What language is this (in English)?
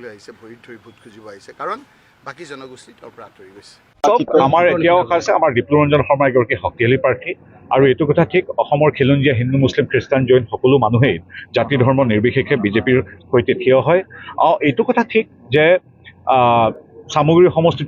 Assamese